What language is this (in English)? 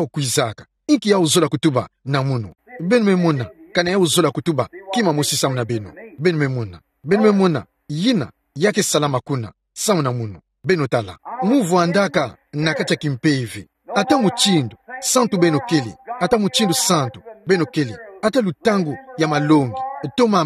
Kituba (Democratic Republic of Congo)